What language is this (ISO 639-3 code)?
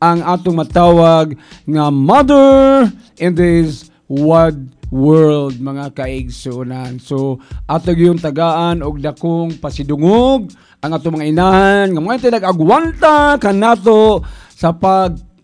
ceb